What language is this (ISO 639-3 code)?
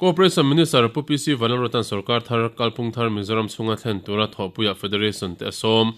lus